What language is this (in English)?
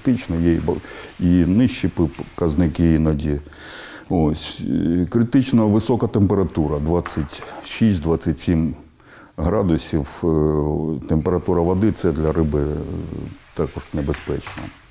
Ukrainian